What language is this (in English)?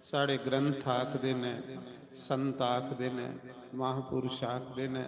Dogri